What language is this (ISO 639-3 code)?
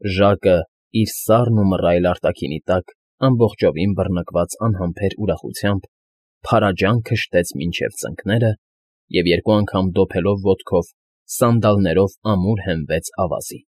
hye